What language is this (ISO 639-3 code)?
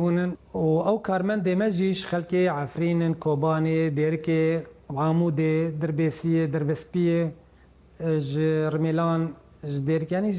kur